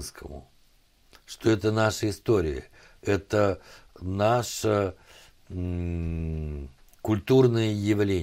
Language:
Russian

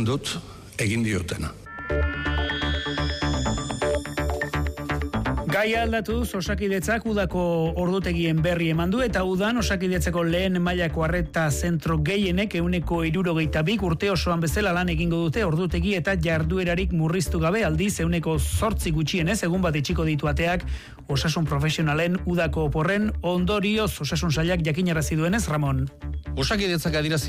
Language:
Basque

